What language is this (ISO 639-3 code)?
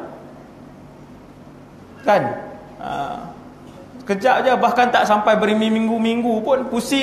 msa